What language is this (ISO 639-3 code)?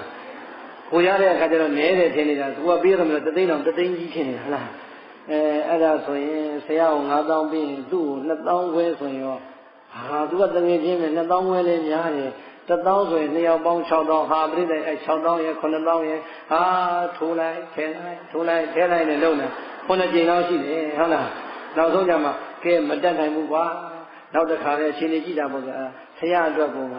mya